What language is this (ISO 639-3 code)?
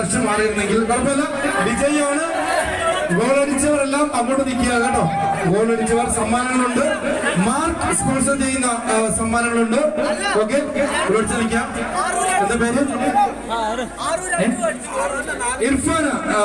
mal